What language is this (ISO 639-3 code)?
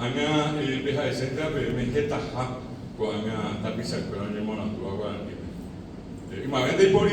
grn